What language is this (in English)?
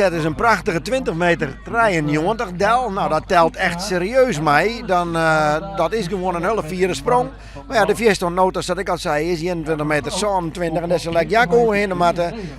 Western Frisian